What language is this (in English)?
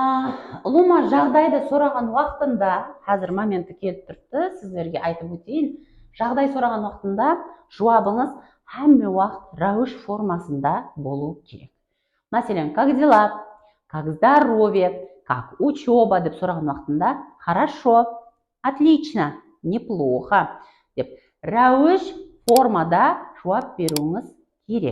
Kara-Kalpak